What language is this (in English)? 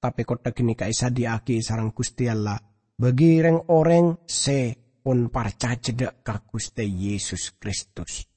Madurese